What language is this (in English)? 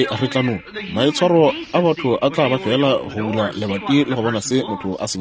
Northern Sotho